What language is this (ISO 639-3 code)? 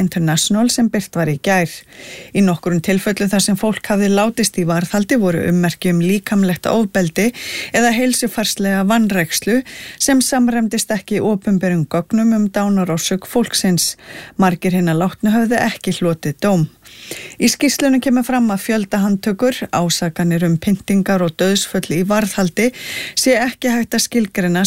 isl